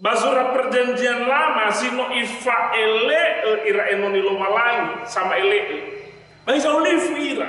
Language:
Nias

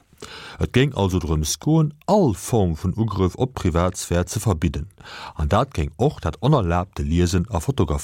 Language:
Luxembourgish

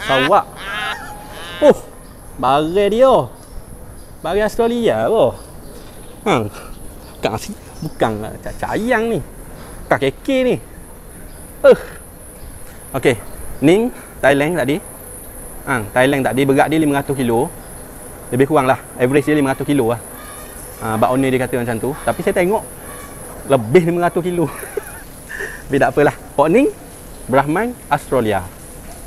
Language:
Malay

